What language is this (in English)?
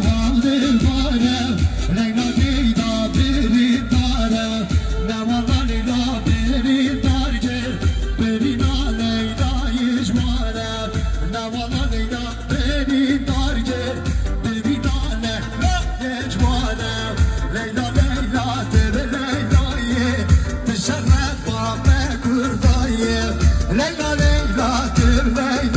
Kurdish